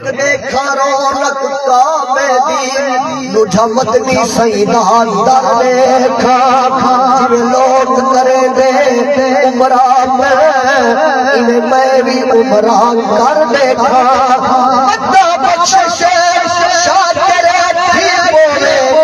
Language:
Saraiki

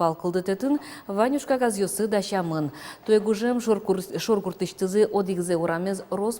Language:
Udmurt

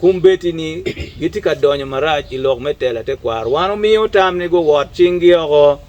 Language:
Acoli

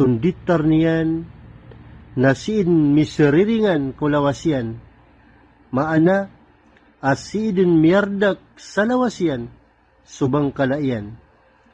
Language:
Maranao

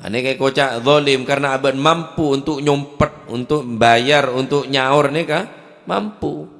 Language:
Madurese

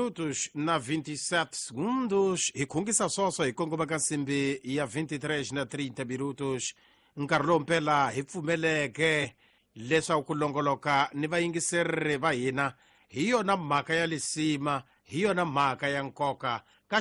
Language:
Tsonga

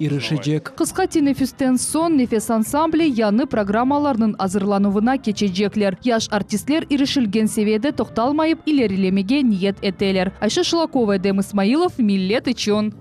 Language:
Crimean Tatar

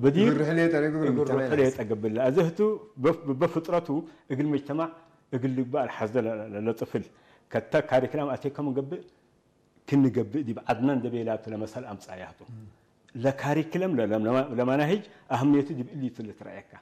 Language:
Tigre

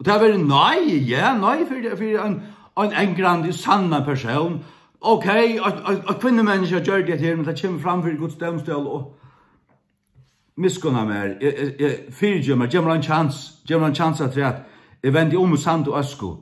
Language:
Faroese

